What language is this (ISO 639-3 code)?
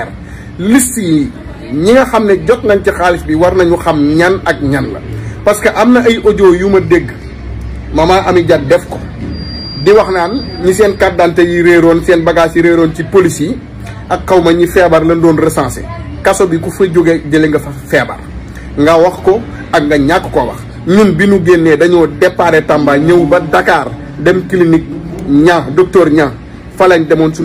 wol